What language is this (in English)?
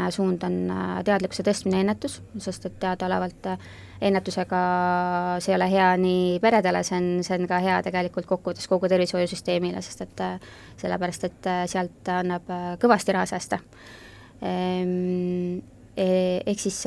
Estonian